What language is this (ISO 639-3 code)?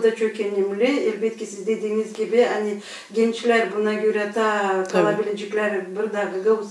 gag